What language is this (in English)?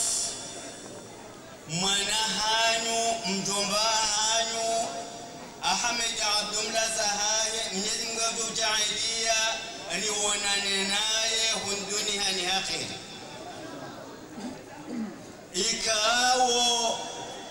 Ngazidja Comorian